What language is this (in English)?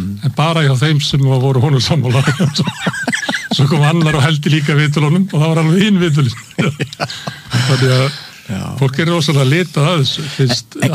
Icelandic